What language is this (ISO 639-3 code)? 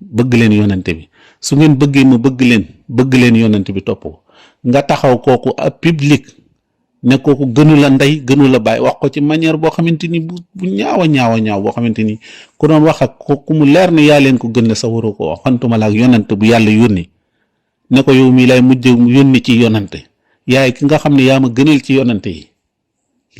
wol